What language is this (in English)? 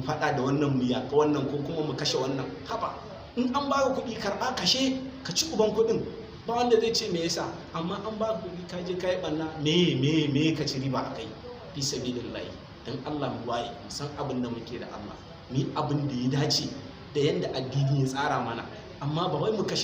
Hausa